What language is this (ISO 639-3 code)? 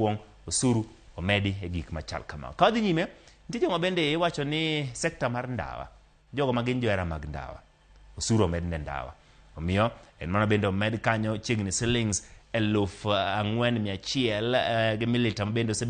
luo